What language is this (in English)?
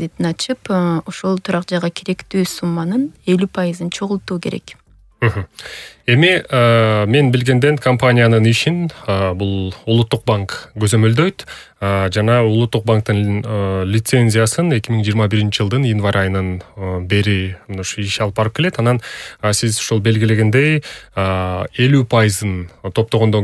Kyrgyz